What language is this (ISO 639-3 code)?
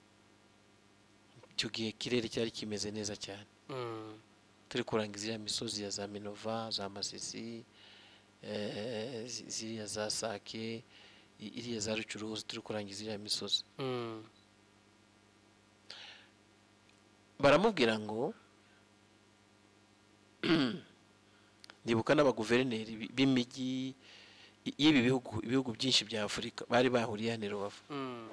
kin